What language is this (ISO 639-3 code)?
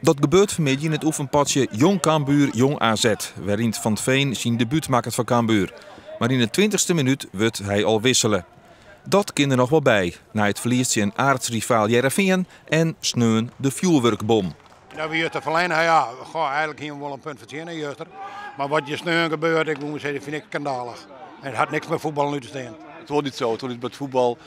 fry